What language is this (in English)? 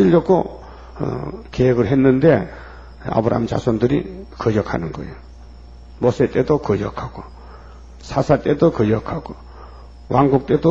Korean